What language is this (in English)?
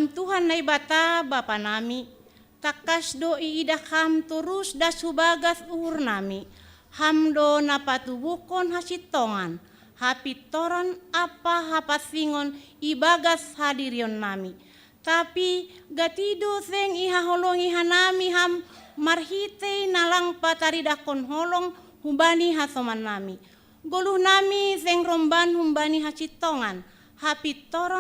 Batak Simalungun